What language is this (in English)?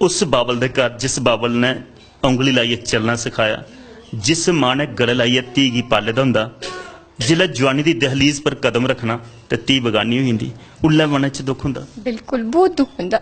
Dogri